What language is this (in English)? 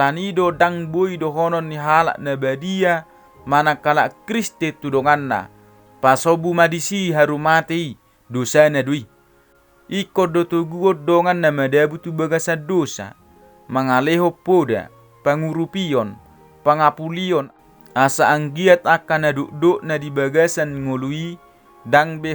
Batak Toba